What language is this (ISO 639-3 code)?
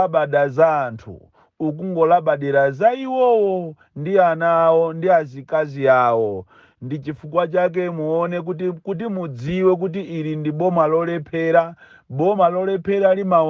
nya